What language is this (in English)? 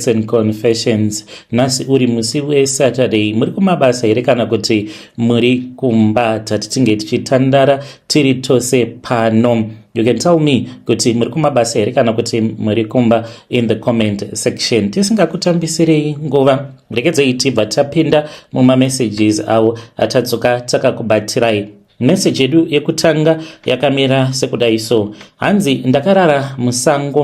Shona